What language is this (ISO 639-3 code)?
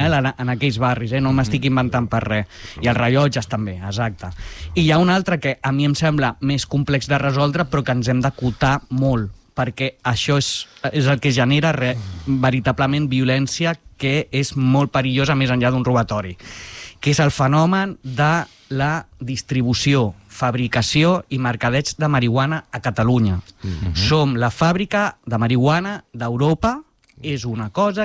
cat